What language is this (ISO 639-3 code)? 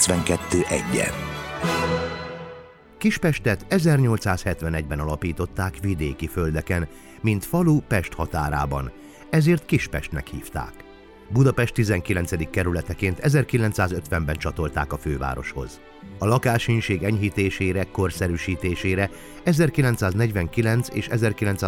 hun